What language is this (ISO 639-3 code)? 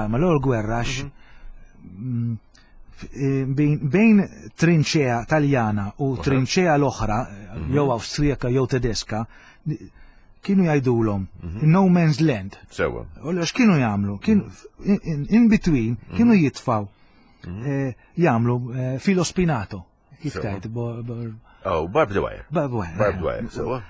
mlt